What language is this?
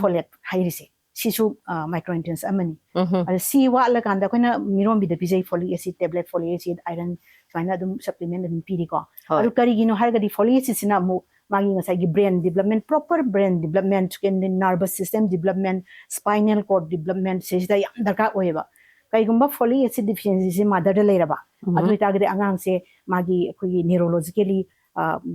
Manipuri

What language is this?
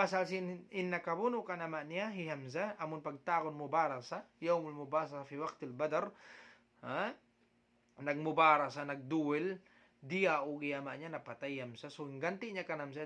Tausug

